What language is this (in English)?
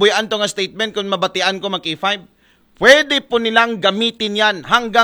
Aklanon